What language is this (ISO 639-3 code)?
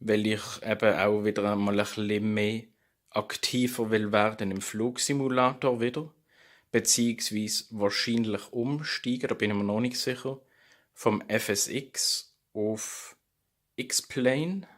gsw